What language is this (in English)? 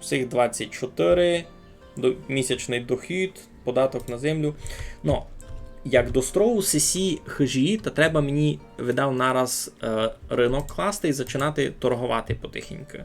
Rusyn